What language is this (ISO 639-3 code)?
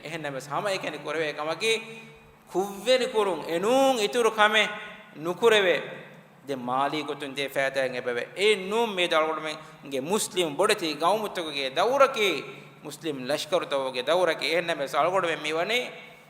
div